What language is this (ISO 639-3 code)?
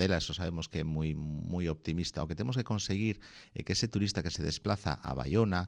glg